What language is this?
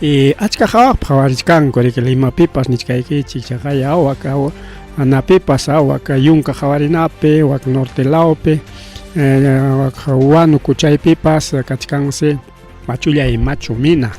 Ayacucho Quechua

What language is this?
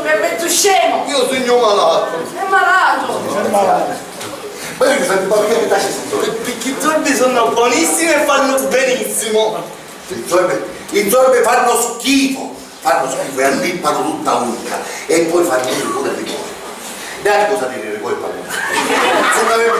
Sicilian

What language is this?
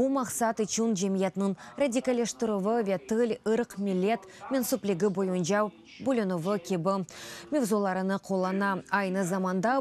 Crimean Tatar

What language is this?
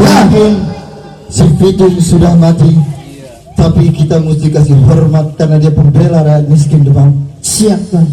Betawi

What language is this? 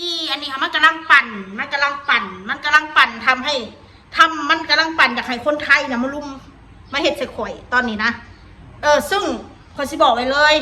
Northeastern Thai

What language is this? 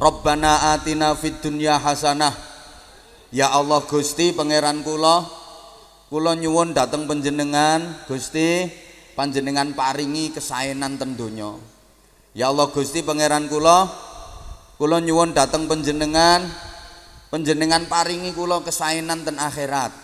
Javanese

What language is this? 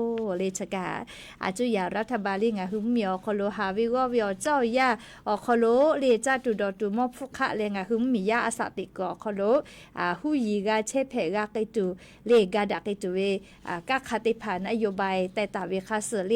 Lahu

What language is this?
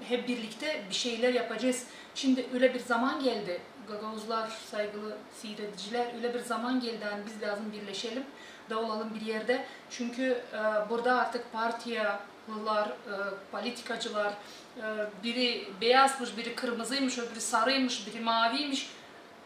Gagauz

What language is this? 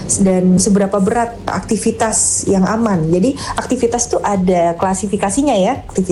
Indonesian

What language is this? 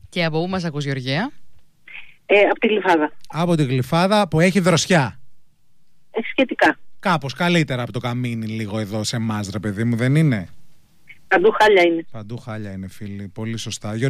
Greek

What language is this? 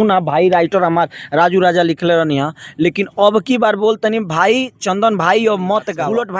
Bhojpuri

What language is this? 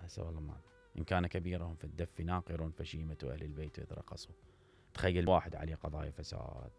Mesopotamian Arabic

